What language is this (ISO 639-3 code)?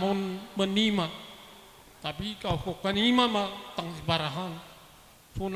bts